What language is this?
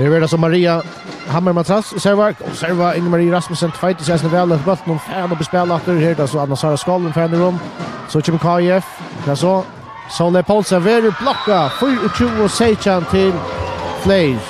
Faroese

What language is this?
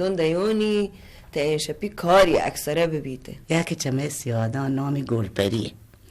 Baluchi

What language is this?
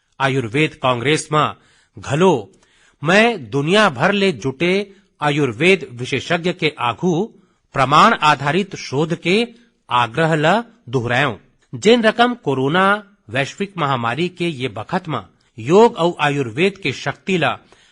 Chhattisgarhi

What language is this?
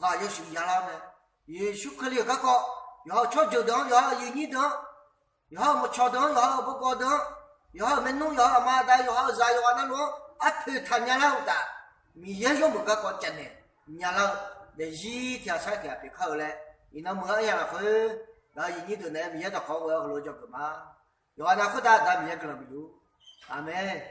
Akha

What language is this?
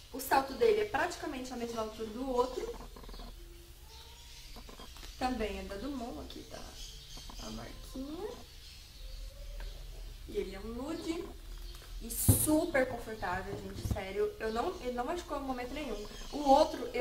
Portuguese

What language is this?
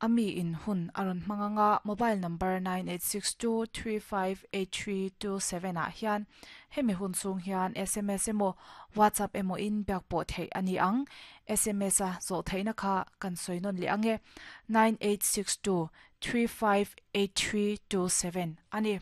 Mizo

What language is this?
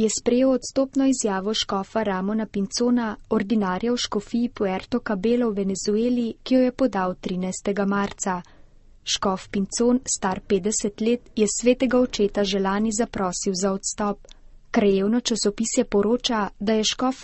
Slovenian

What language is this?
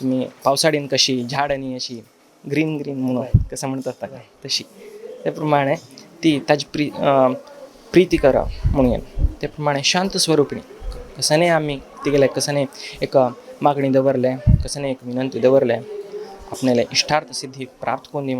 Konkani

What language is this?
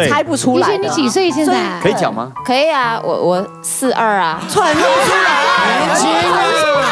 Chinese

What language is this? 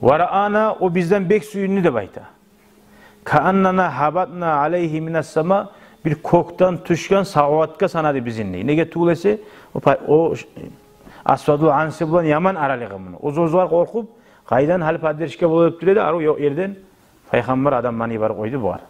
Kumyk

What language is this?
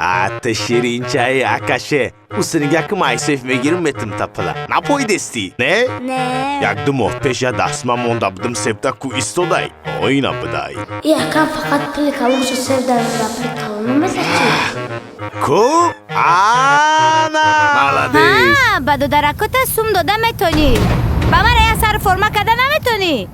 Tajik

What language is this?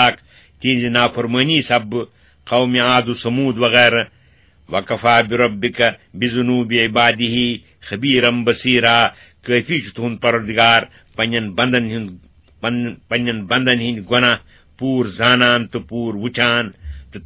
Kashmiri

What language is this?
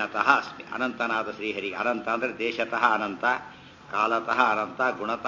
Kannada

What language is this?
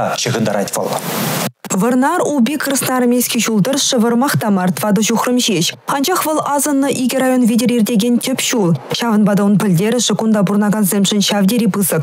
Chuvash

